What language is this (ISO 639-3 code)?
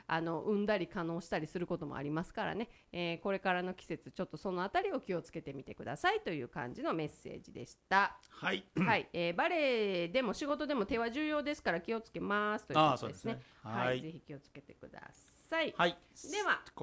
jpn